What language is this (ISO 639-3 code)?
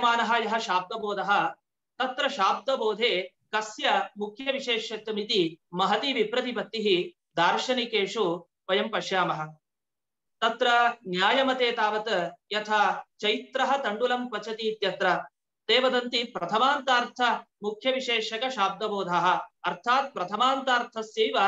san